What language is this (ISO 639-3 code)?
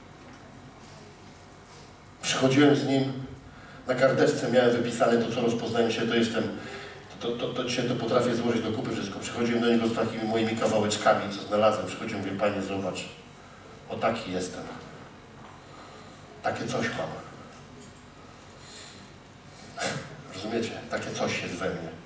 pol